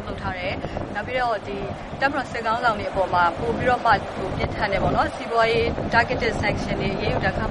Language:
Burmese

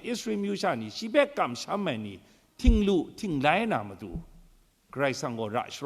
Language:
Kachin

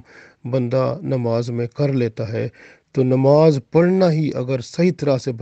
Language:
Urdu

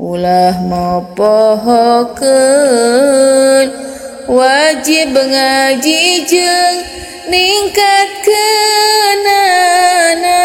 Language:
Sundanese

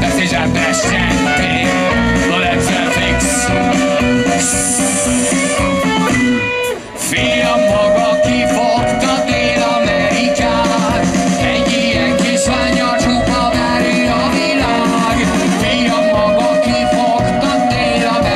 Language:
Hungarian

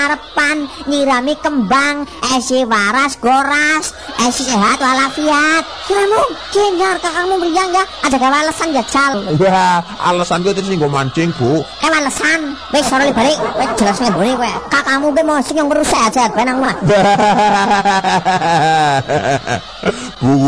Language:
Javanese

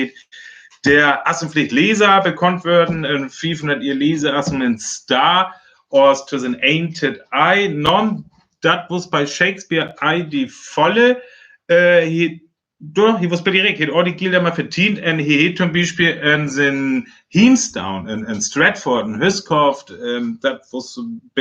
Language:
Northern Frisian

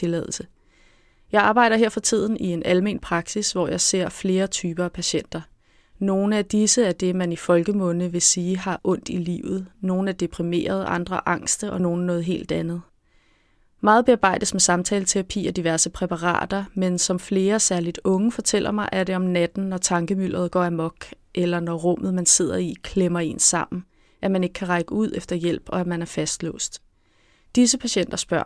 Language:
Danish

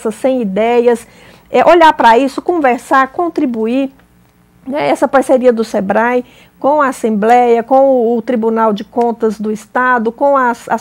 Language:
Portuguese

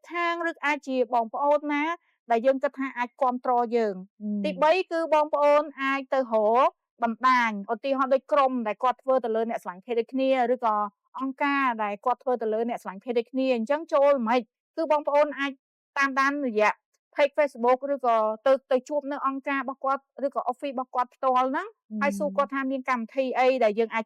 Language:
Khmer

